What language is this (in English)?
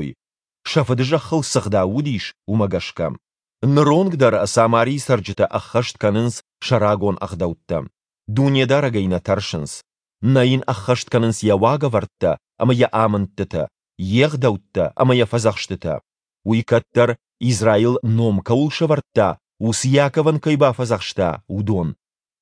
Ossetic